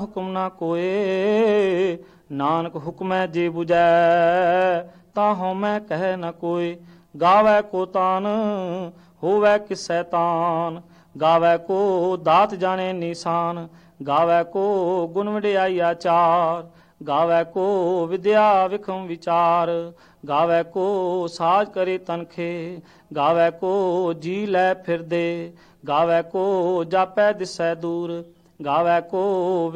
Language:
Punjabi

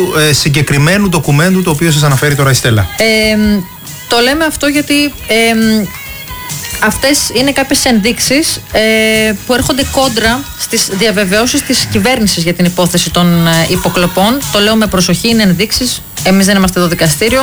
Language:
Greek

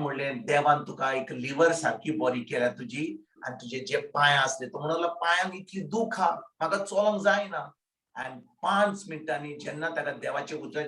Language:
Konkani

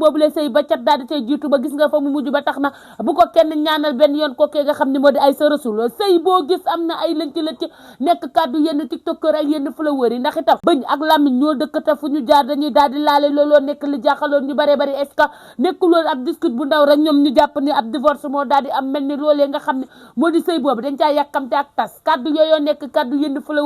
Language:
Wolof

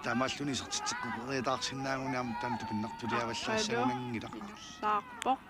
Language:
Kalaallisut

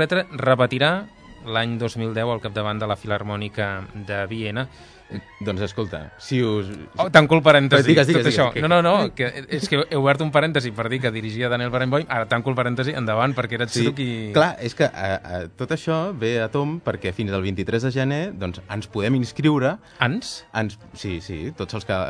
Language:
Catalan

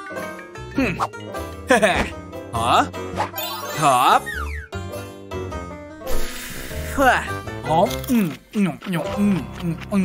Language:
Indonesian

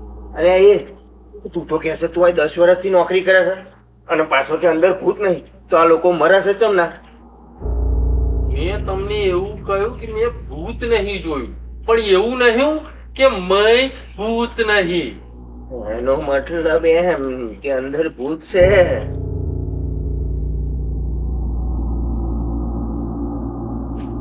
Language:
Gujarati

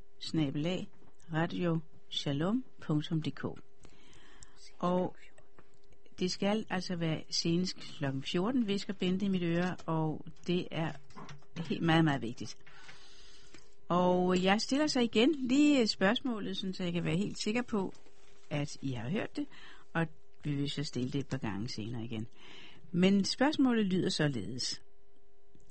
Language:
Danish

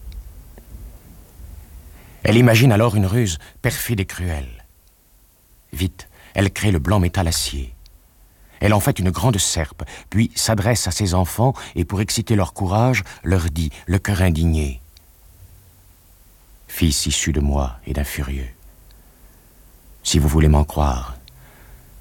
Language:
French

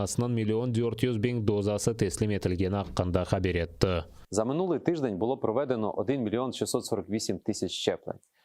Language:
Crimean Tatar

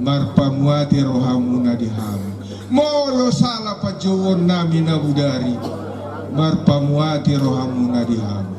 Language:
Batak Toba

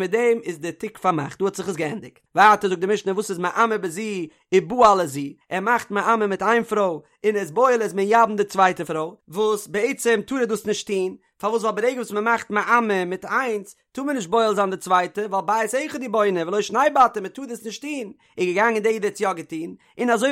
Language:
Yiddish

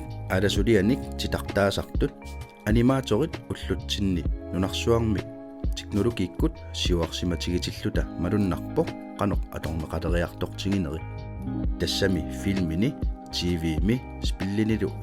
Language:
Kalaallisut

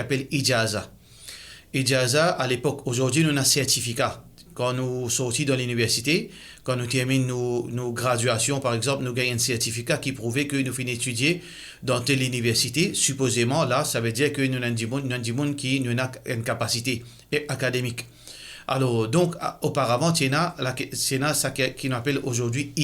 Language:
Morisyen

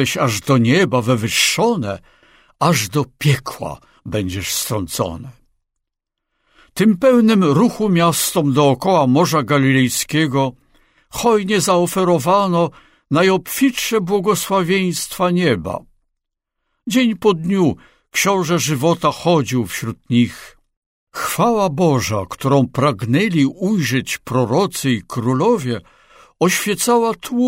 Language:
Polish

